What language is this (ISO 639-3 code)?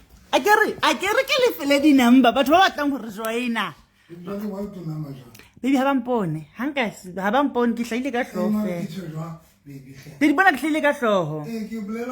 sot